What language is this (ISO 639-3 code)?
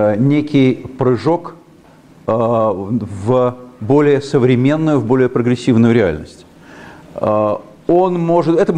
rus